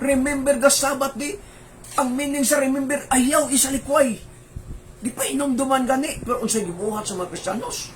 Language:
Cebuano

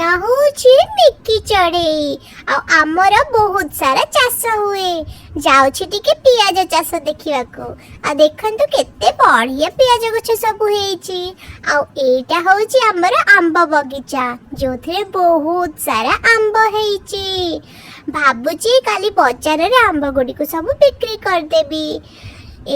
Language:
Odia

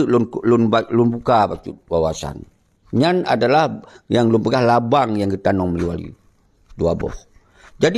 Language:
Achinese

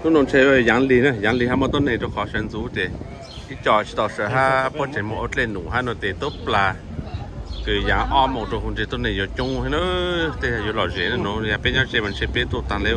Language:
Hmong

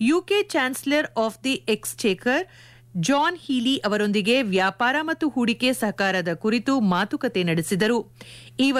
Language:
Kannada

